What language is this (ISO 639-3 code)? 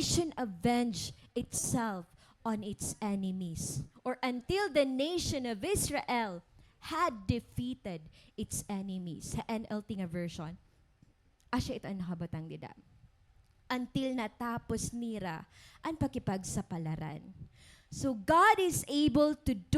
war